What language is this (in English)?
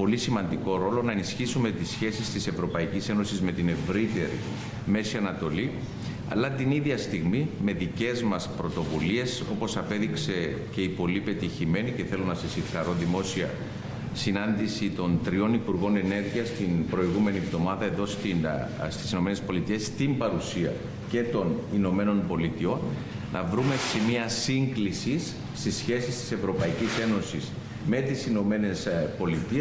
Greek